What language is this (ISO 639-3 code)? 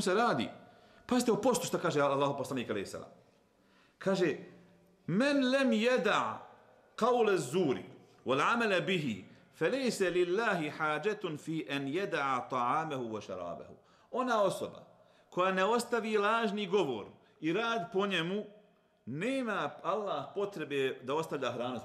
bos